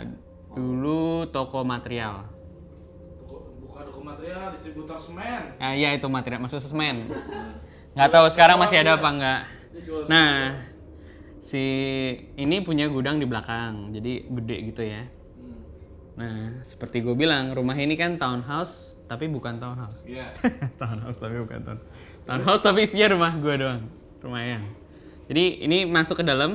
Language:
Indonesian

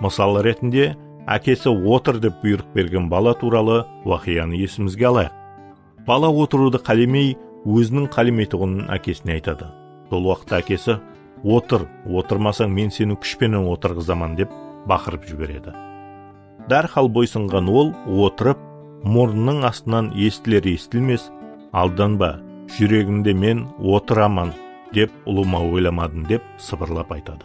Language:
Kara-Kalpak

